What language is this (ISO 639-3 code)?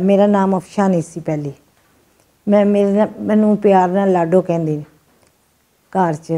lah